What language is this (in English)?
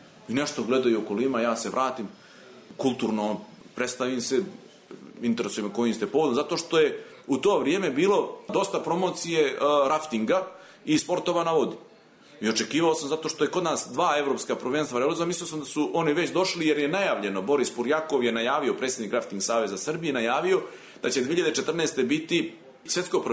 Serbian